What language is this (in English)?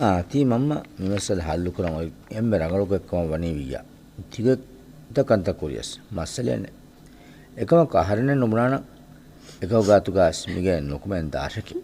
Divehi